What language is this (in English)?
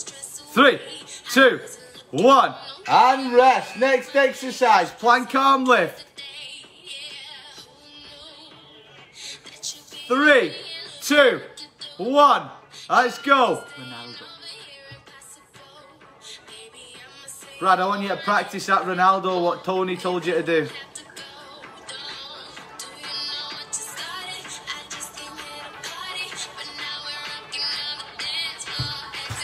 English